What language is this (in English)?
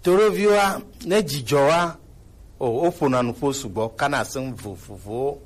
Gen